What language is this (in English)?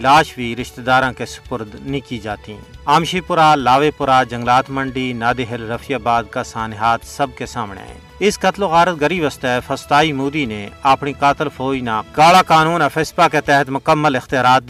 Gujari